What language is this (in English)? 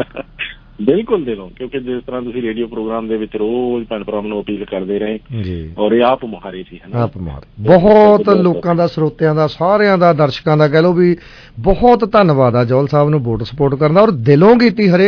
Punjabi